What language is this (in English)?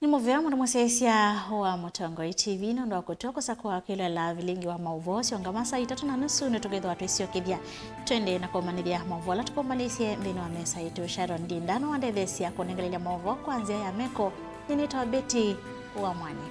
Kamba